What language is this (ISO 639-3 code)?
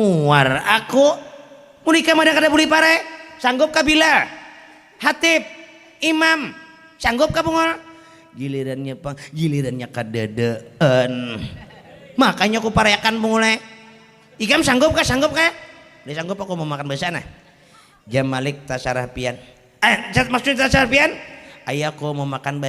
bjn